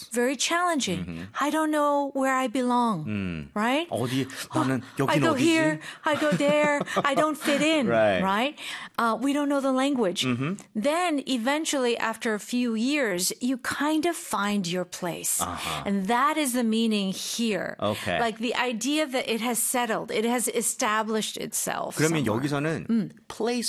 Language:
Korean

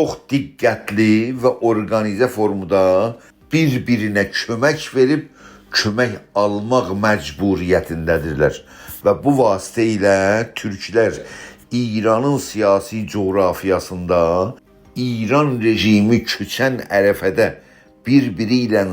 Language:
South Azerbaijani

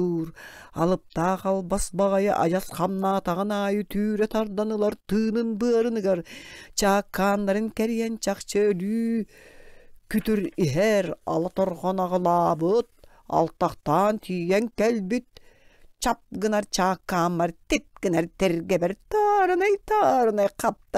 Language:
Yakut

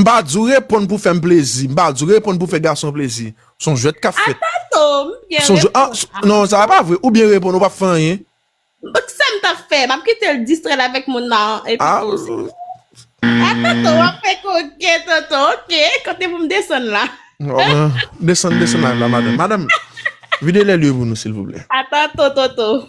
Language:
Haitian Creole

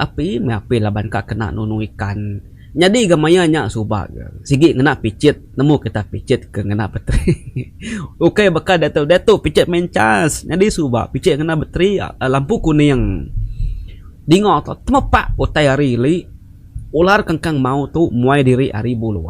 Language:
Iban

